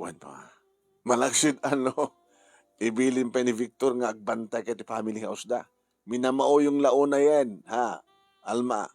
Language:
Iloko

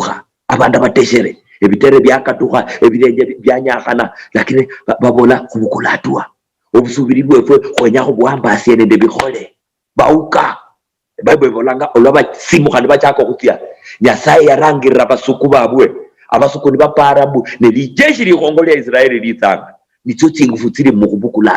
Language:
Luyia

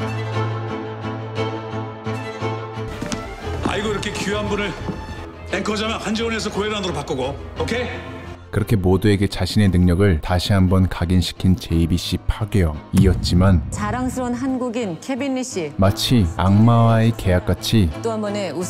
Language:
Korean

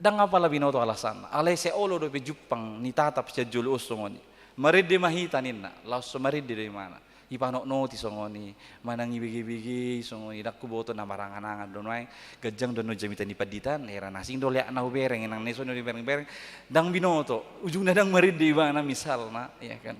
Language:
Batak Toba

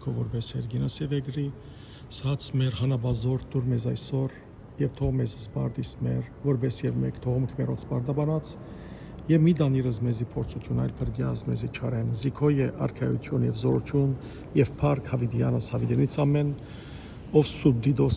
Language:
Western Armenian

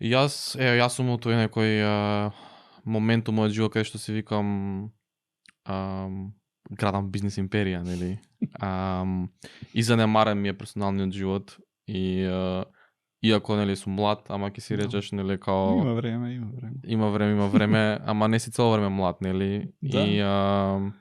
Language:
Macedonian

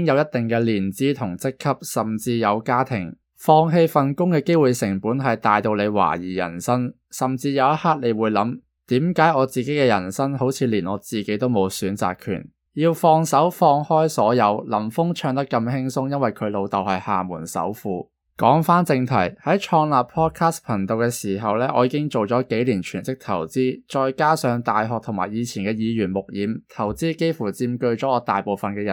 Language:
Cantonese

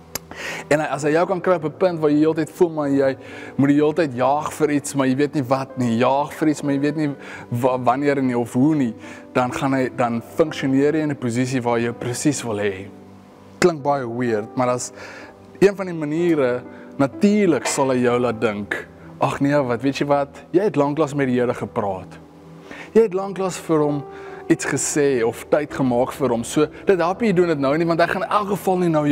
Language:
Afrikaans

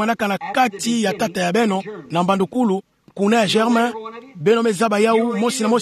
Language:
Kituba (Democratic Republic of Congo)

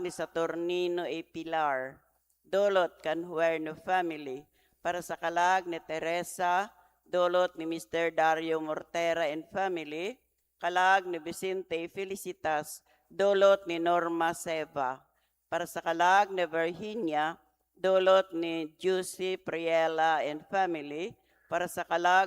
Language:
Bikol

